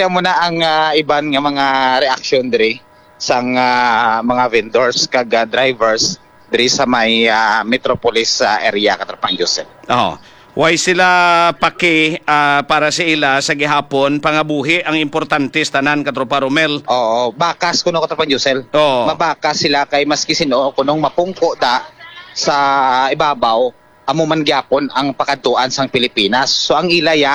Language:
Hiligaynon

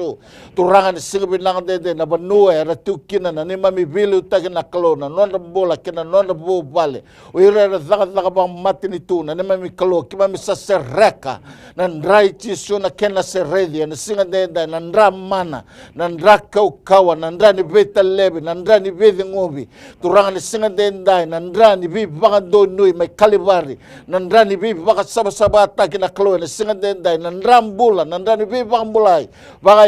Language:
Fijian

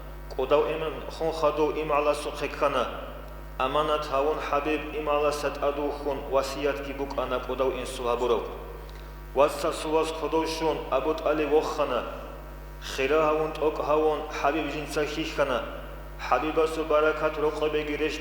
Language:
Avaric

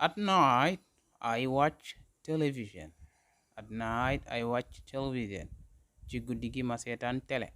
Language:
Wolof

